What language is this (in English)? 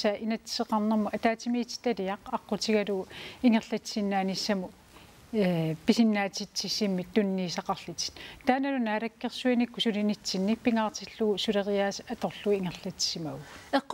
Kalaallisut